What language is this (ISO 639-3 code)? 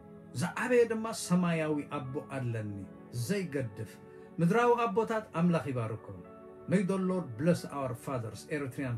tir